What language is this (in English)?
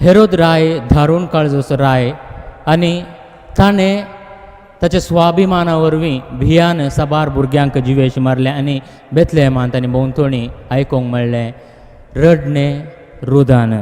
Konkani